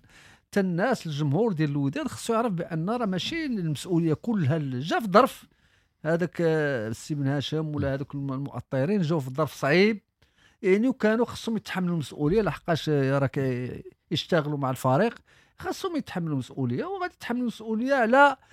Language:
Moroccan Arabic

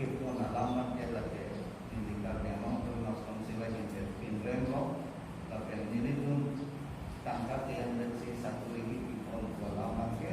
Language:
Karbi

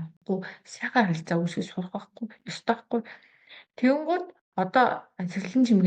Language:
Mongolian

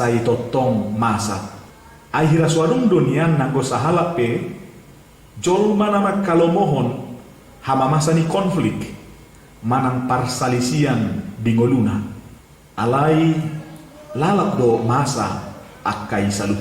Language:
Batak Toba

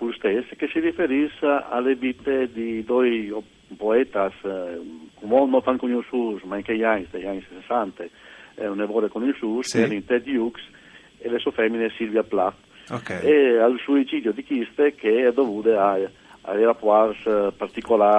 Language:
Friulian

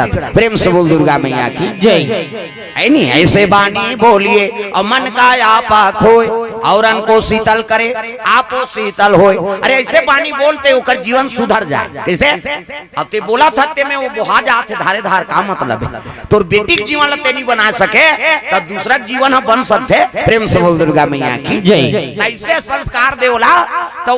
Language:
Chhattisgarhi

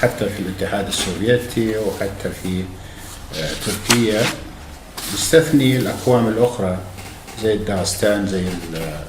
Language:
North Levantine Arabic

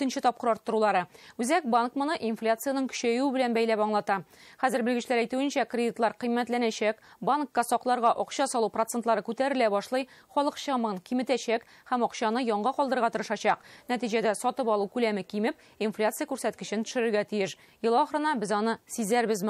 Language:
Tatar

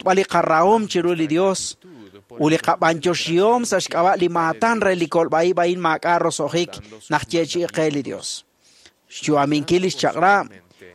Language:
Kekchí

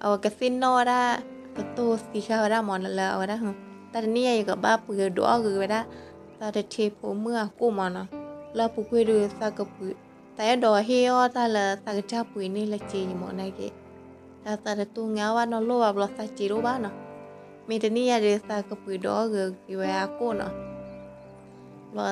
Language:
S'gaw Karen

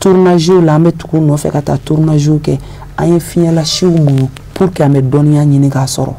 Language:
Bambara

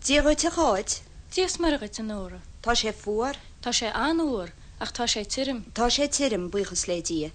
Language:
Irish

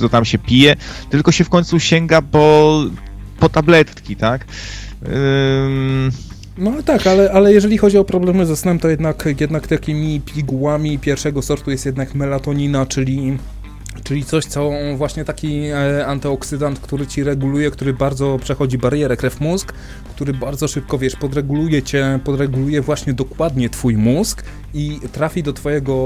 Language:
Polish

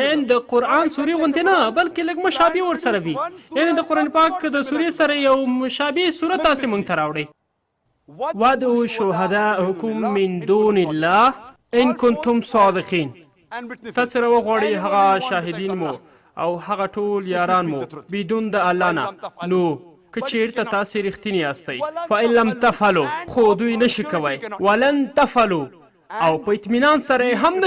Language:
Pashto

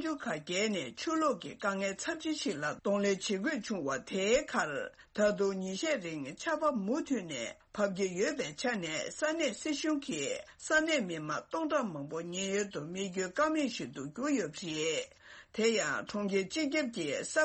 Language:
Tibetan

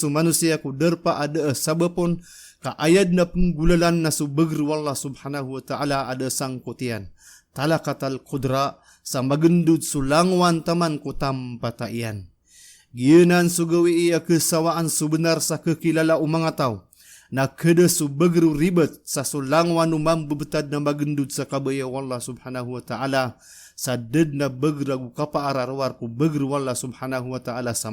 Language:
Maranao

